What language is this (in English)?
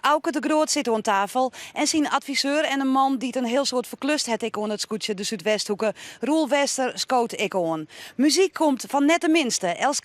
Western Frisian